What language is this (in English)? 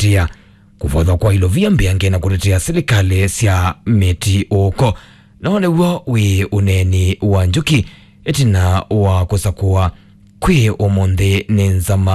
Kamba